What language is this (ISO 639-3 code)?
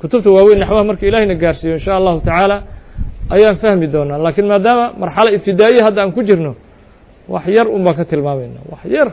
som